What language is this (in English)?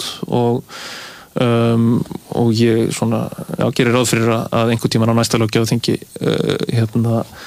Icelandic